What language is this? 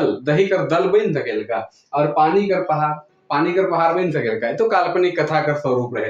Sadri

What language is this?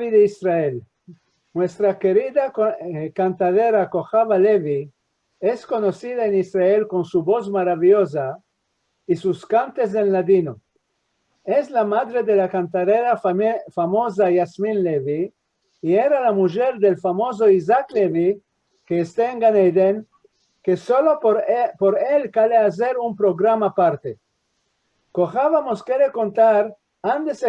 Ladino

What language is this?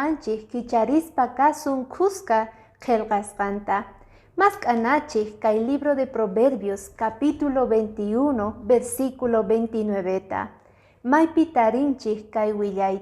Quechua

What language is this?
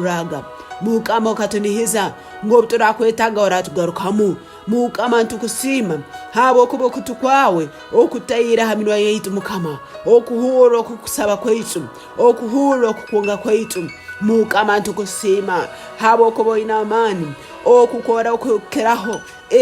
Tooro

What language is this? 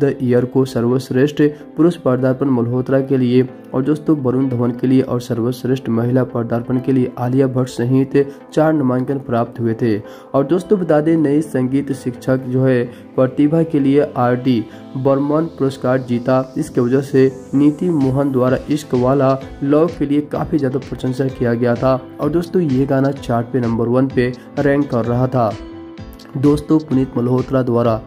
Hindi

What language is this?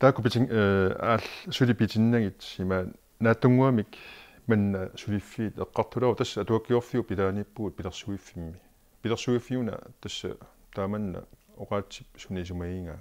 Kalaallisut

